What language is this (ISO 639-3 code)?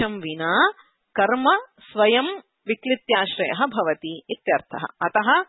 san